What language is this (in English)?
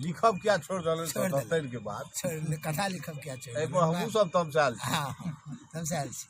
Maithili